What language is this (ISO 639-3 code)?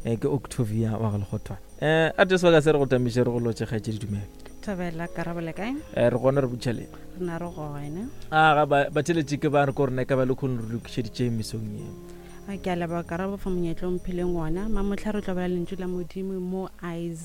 nso